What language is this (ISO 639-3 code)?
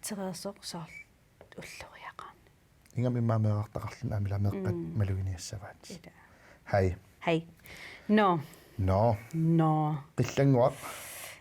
kal